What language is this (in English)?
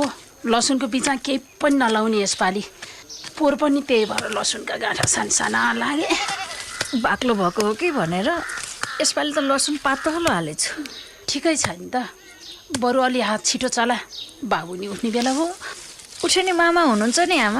Nepali